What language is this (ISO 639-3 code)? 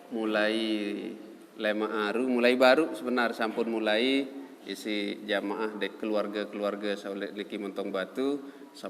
sas